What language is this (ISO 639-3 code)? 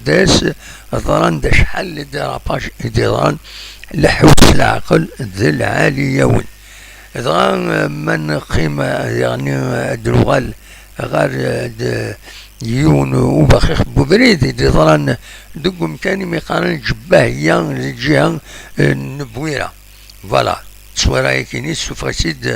kab